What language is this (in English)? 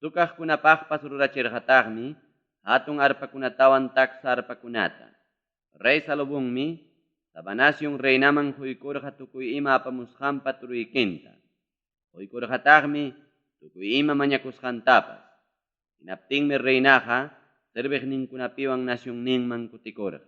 Ayacucho Quechua